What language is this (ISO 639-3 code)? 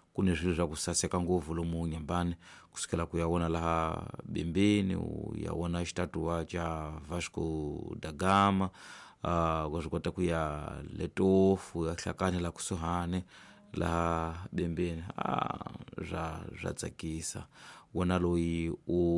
tso